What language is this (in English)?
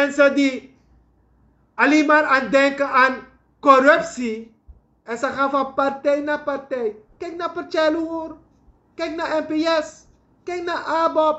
Sranan Tongo